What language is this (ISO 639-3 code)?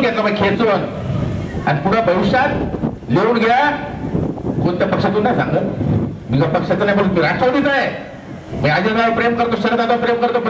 mar